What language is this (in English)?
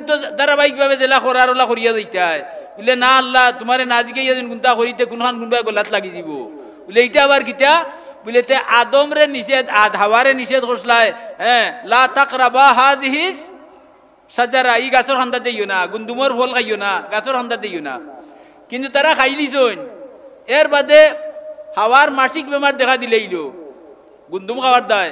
Sylheti